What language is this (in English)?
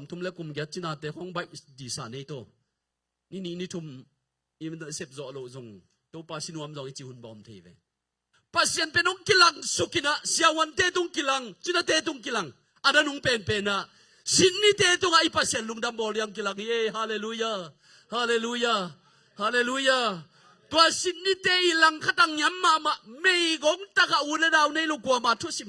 Tedim Chin